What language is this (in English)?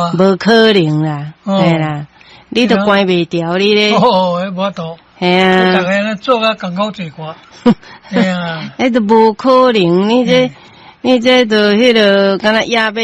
Min Nan Chinese